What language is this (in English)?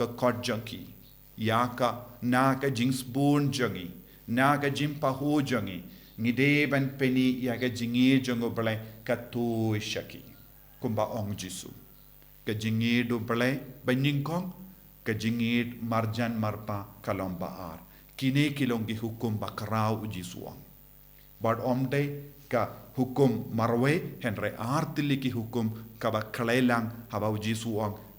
Khasi